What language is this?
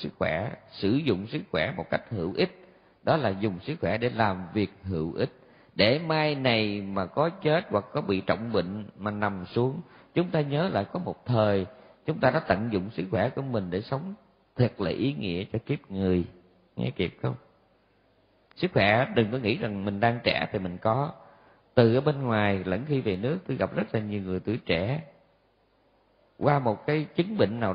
Vietnamese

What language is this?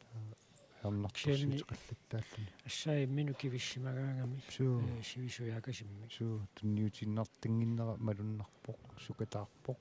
Kalaallisut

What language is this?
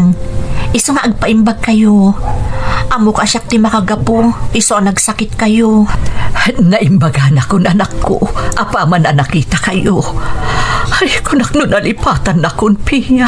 Iloko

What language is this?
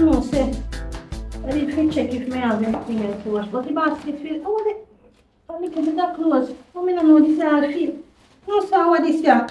Jamaican Creole English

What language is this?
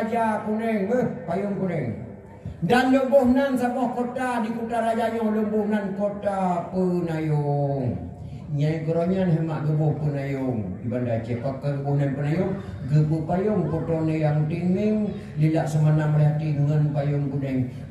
Achinese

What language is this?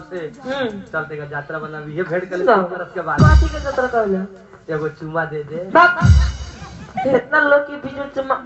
Bhojpuri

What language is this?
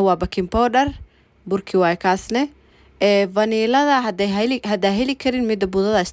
Somali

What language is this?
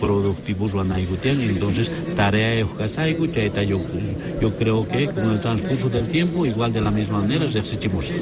South Bolivian Quechua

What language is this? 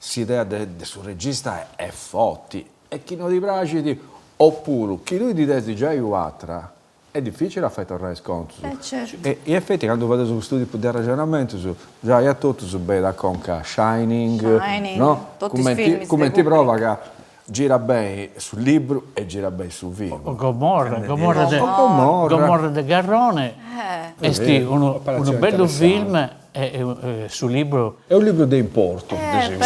Sardinian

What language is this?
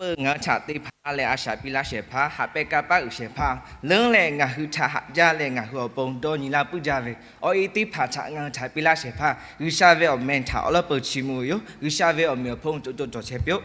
Lahu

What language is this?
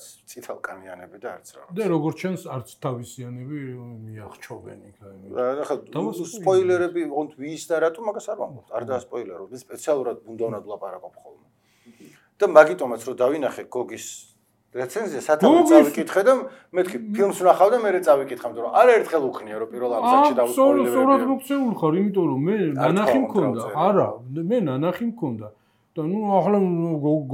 Georgian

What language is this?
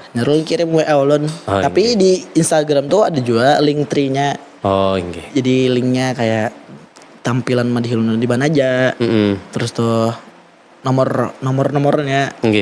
Banjar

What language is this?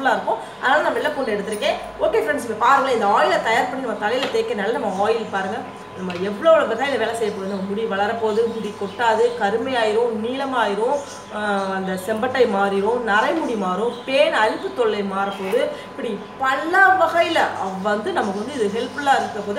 Tamil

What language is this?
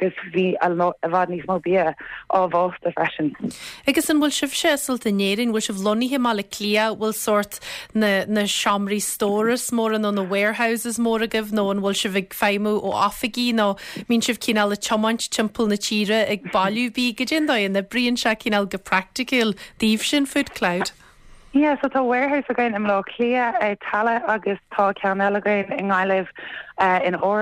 Irish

